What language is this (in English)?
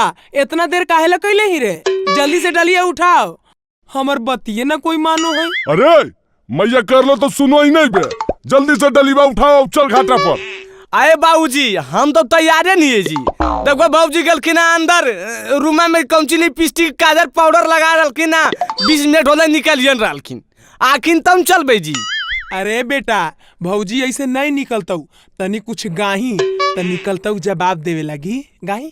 Magahi